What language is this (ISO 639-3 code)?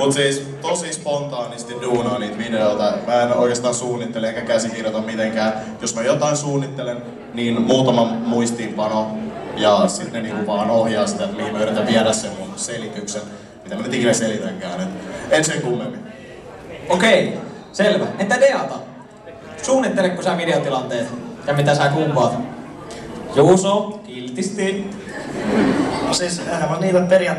fin